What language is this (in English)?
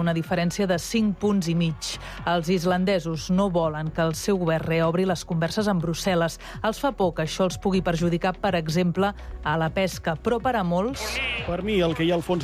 Catalan